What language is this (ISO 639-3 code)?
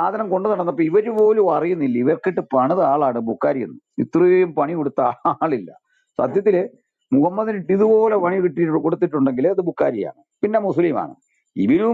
mal